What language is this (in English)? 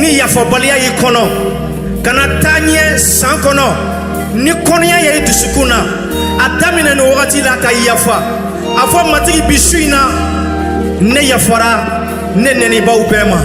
Bambara